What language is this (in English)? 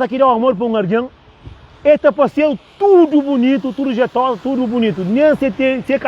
Kabuverdianu